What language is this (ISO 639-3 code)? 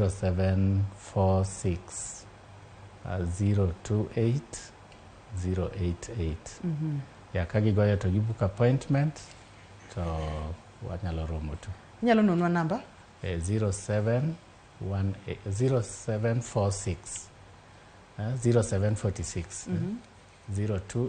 luo